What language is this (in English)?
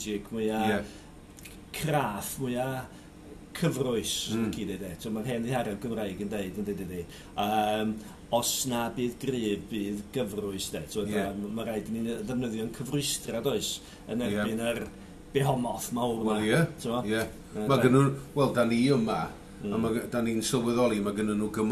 Welsh